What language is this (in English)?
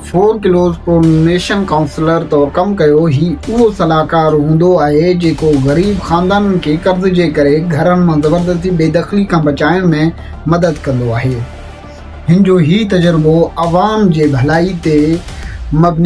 Sindhi